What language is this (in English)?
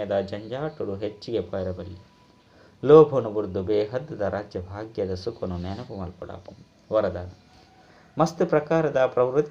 Tulu